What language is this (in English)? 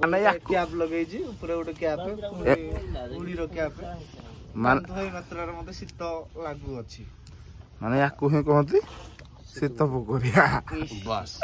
Odia